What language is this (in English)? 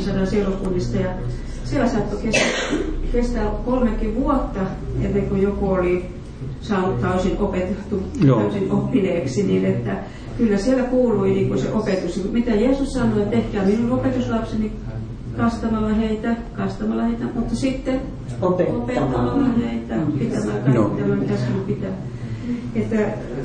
Finnish